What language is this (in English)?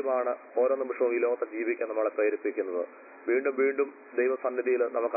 Malayalam